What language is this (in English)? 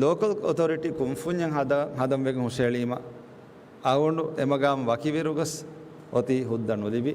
Divehi